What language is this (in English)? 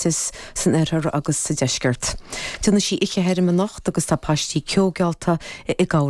Irish